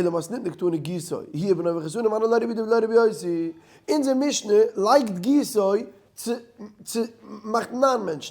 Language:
Yiddish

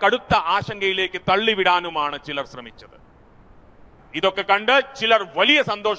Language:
Malayalam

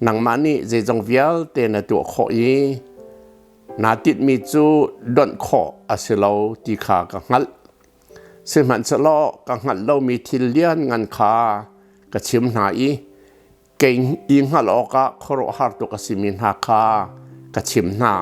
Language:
Hakha Chin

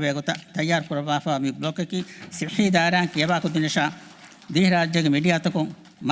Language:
Divehi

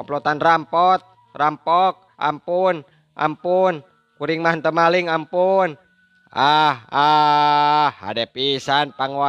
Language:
Sundanese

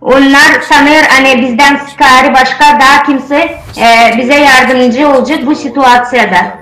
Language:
Gagauz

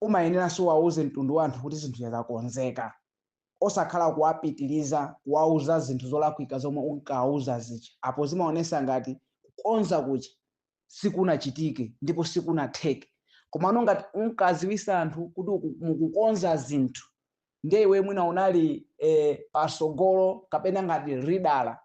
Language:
Nyanja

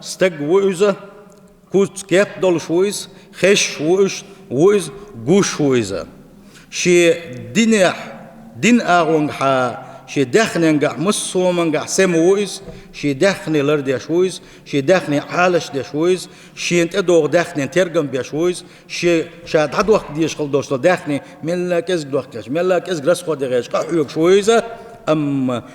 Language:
Chechen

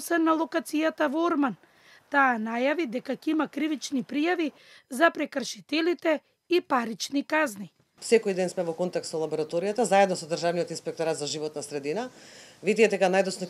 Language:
Macedonian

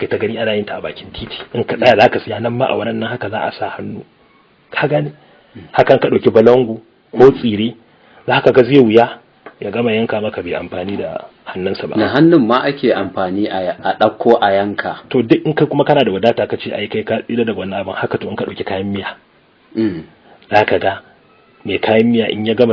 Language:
Hausa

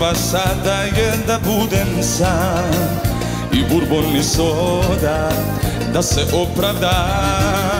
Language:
Serbian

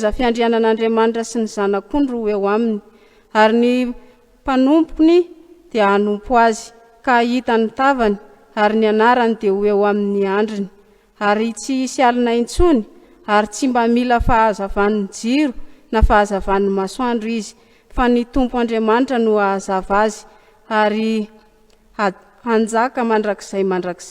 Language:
Malagasy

